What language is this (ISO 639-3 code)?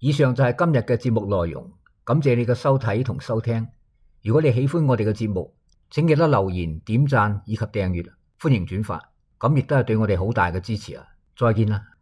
yue